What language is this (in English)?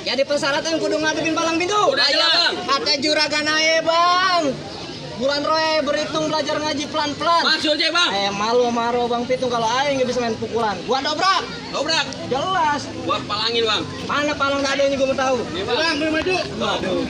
Betawi